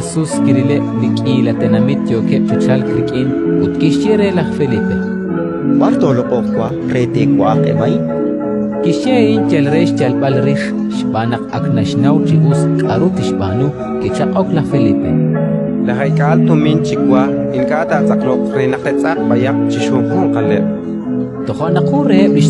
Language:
Kekchí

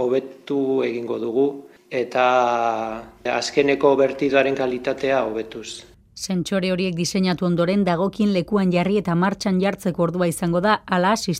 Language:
Basque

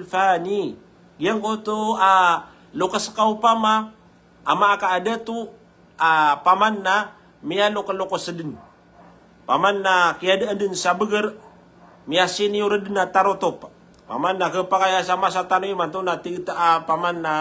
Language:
Maranao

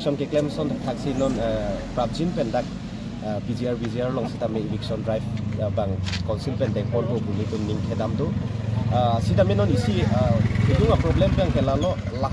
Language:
Karbi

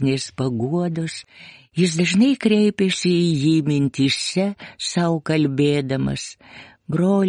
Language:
Lithuanian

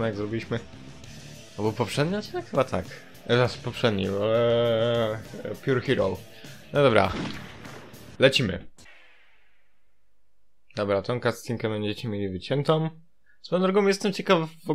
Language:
Polish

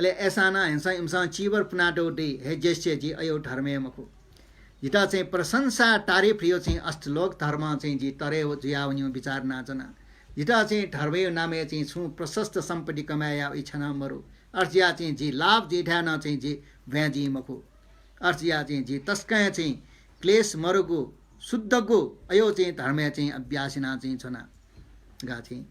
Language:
Newari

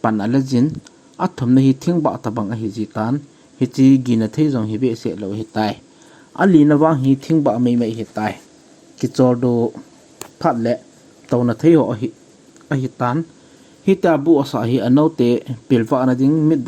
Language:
Thado Chin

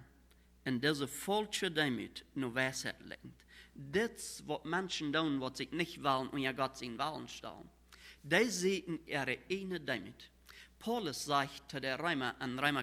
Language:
Plautdietsch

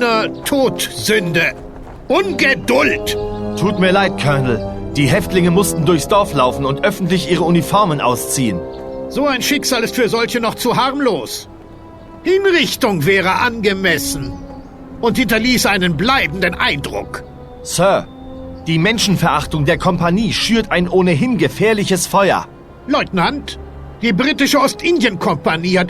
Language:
Bavarian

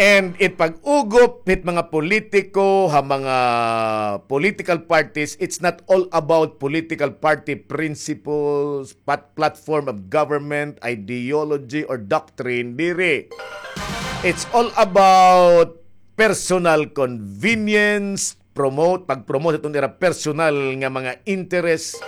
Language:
Waray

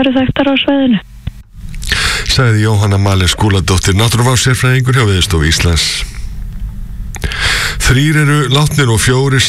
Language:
Icelandic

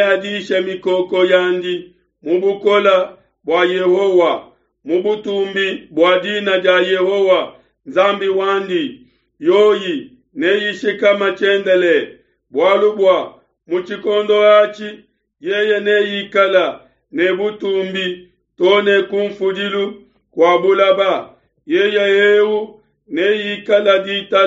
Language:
Luba-Lulua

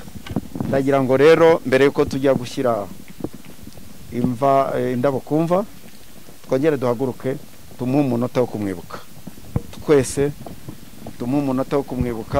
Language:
Kinyarwanda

